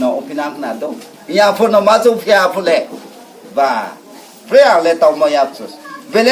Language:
Riang (India)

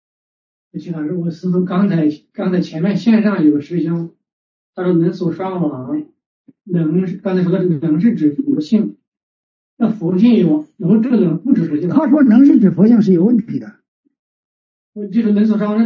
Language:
Chinese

